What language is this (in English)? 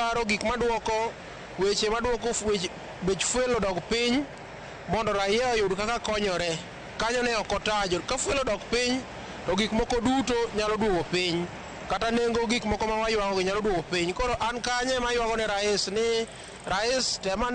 Luo (Kenya and Tanzania)